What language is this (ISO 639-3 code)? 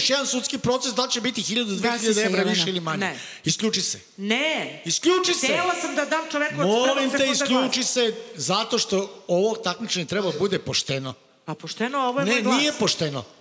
srp